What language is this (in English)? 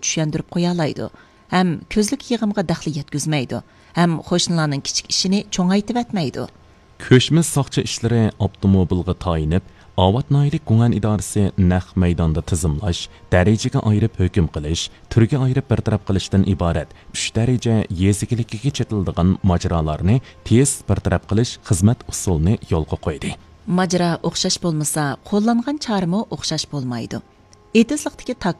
Uyghur